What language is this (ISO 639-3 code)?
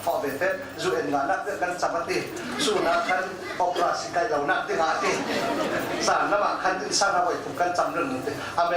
cfm